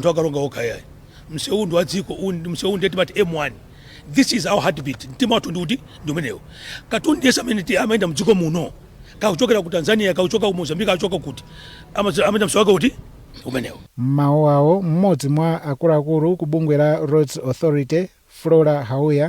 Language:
Nyanja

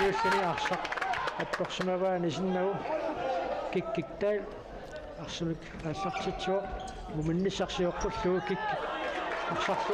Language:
Kalaallisut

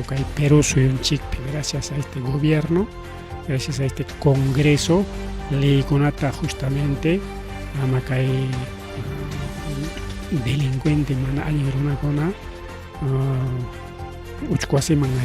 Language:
Ayacucho Quechua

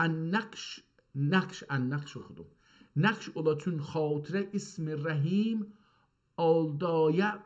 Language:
South Azerbaijani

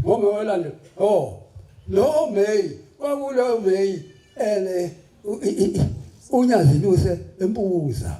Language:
Zulu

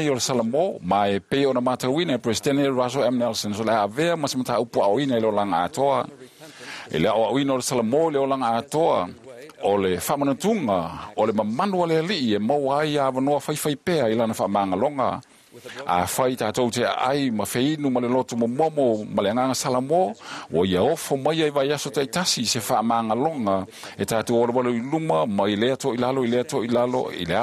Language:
Samoan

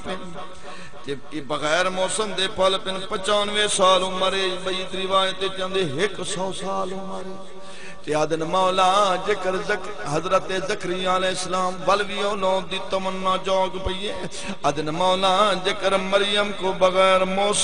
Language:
Saraiki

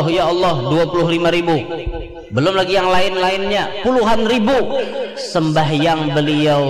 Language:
Banjar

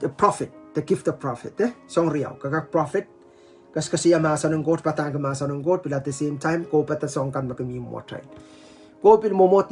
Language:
Pohnpeian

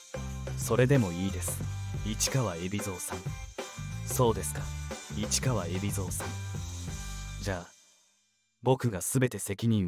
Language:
Japanese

